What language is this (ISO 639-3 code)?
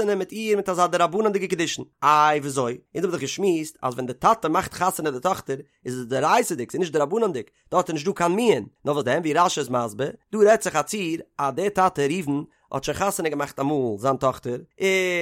yid